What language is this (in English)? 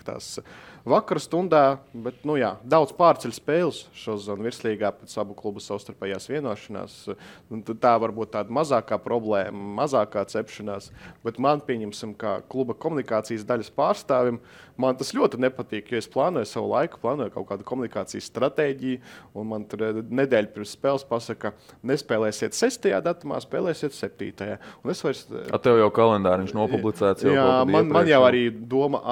Latvian